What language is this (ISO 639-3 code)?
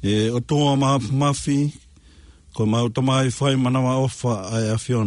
ton